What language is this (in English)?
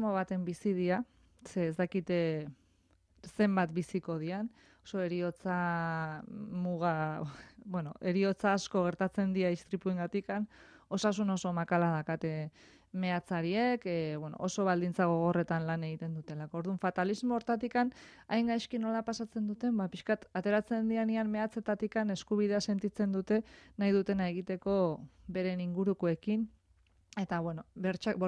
Basque